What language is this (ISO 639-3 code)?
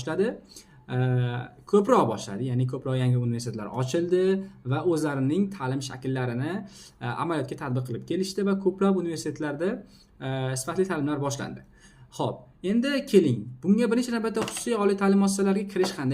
uzb